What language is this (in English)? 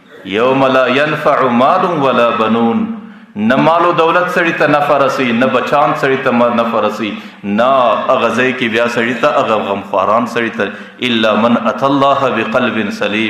Pashto